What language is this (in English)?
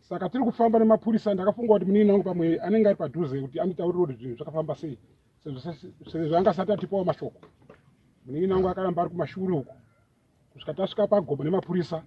Shona